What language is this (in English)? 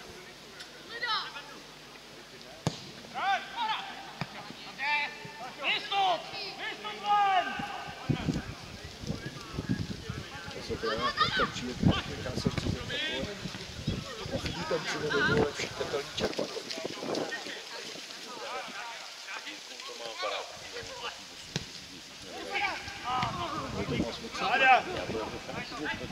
Czech